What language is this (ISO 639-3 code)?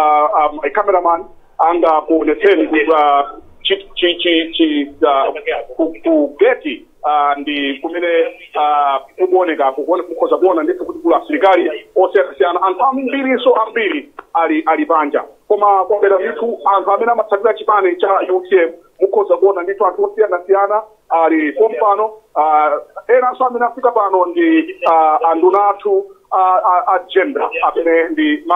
nya